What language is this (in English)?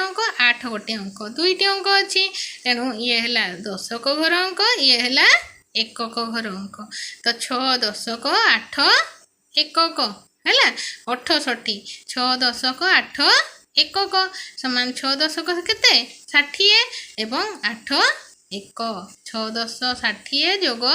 Odia